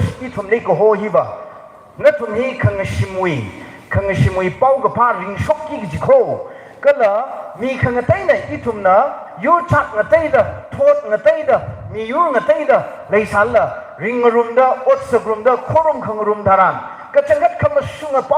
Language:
Tangkhul Naga (India)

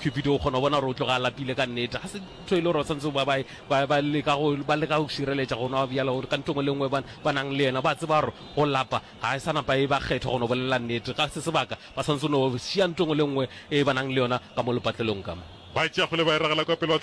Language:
Northern Sotho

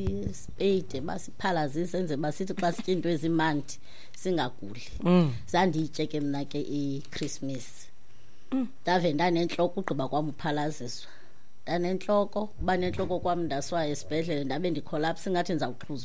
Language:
Xhosa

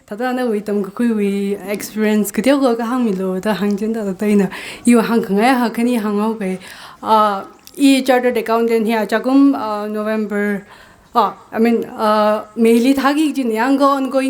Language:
Tangkhul Naga (India)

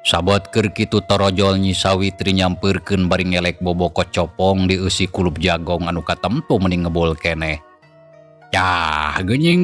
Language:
Sundanese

